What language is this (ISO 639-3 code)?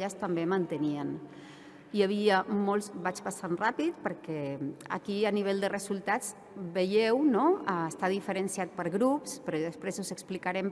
cat